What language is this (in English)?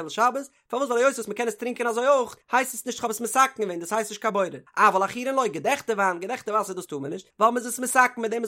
Yiddish